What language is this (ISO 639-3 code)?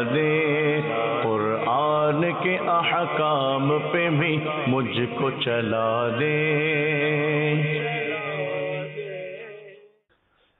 urd